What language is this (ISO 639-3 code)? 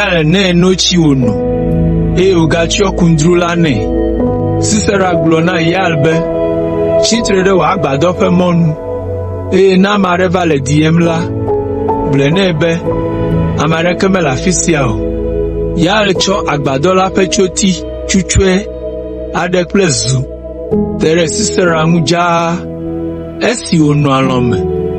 ewe